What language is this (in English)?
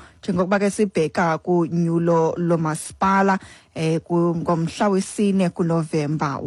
Xhosa